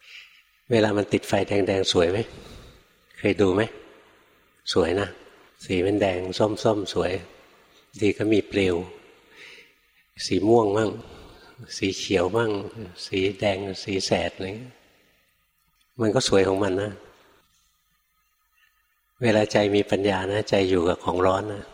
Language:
Thai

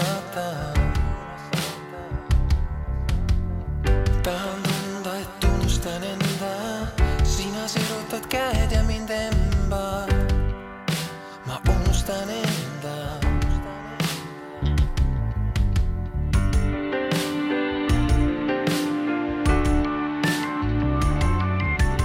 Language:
Estonian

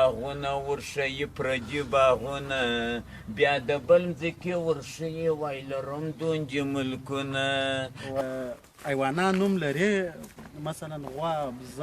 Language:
Pashto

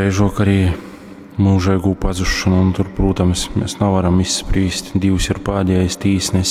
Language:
Latgalian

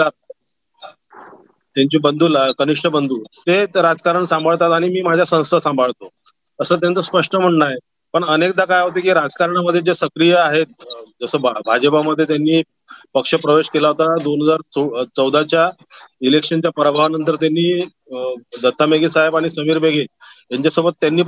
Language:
Marathi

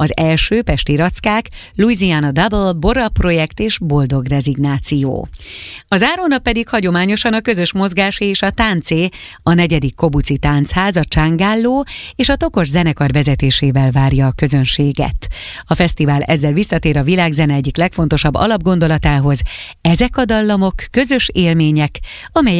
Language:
Hungarian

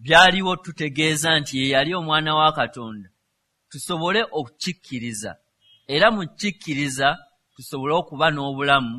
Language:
Ganda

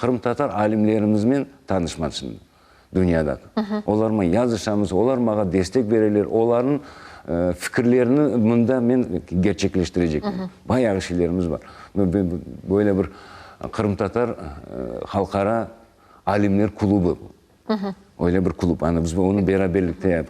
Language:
Crimean Tatar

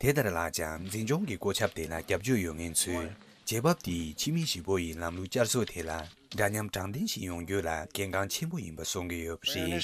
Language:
Tibetan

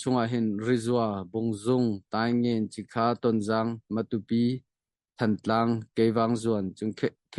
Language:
Hakha Chin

